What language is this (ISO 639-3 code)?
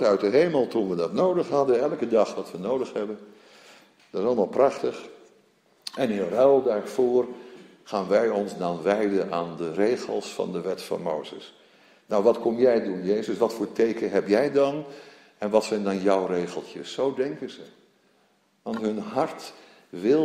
nld